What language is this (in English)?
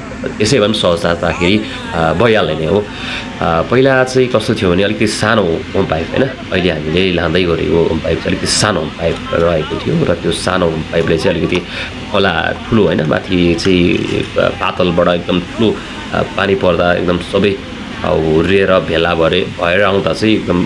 Nepali